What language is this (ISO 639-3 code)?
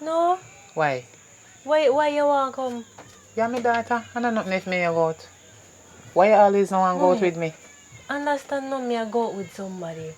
jam